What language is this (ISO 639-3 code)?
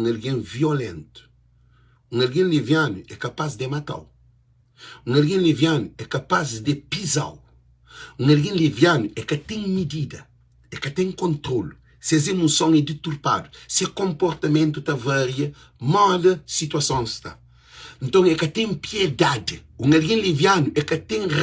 kea